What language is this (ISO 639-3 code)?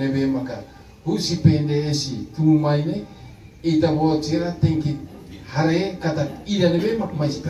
tet